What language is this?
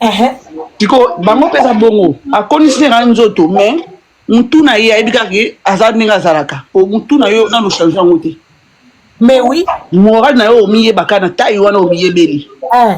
Lingala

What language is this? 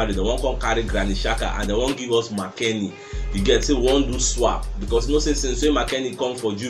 Nigerian Pidgin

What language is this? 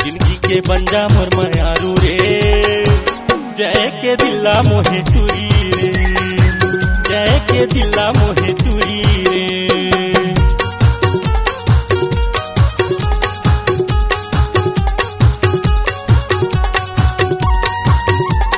Chhattisgarhi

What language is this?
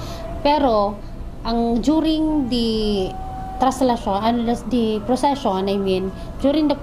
Bikol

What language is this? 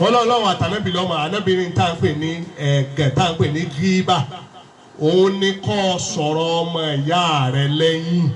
Yoruba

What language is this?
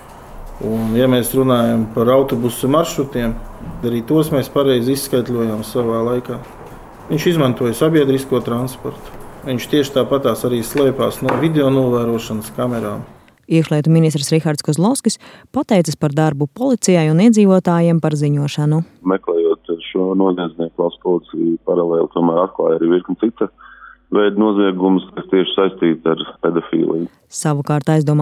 Latvian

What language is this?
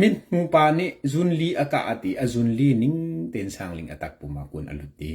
Hakha Chin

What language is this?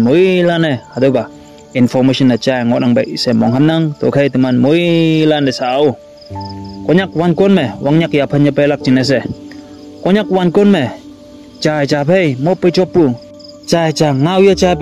Konyak Naga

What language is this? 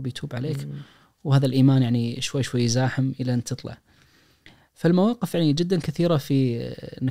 Najdi Arabic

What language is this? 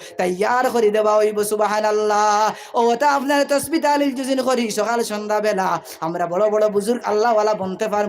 Sylheti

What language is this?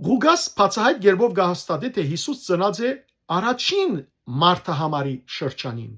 Western Armenian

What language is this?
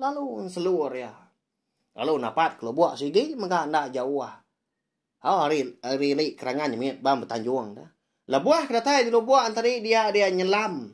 Iban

